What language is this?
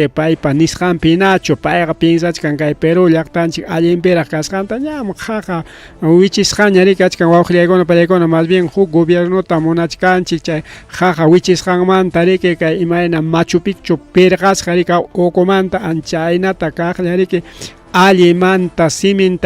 Ayacucho Quechua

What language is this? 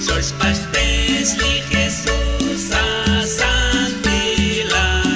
Kekchí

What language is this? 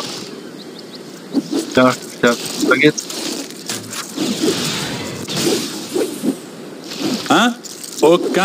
French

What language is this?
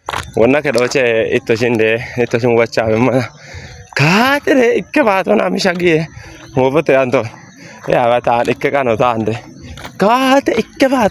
Kafa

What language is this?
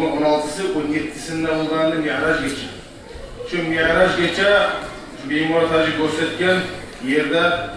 Kumyk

